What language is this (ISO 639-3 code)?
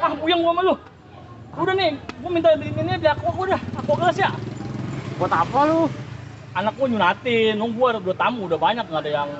bew